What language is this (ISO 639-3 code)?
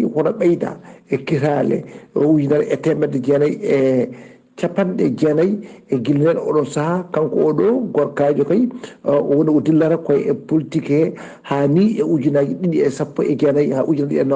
ful